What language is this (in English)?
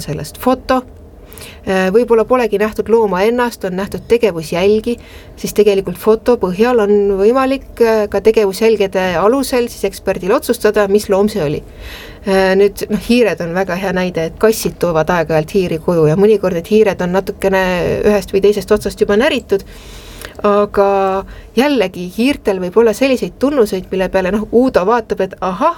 Estonian